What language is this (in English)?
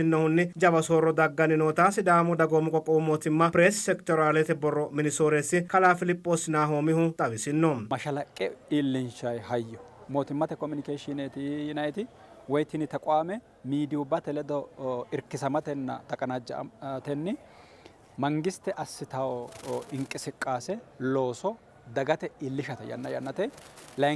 Sidamo